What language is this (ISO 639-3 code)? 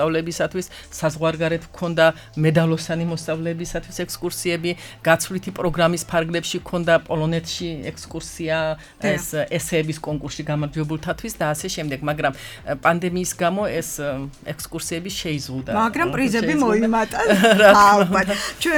kat